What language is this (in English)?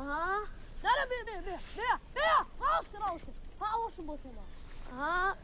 Kurdish